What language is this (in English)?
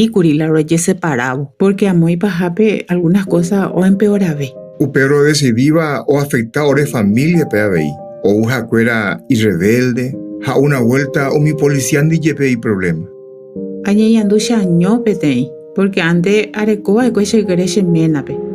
Guarani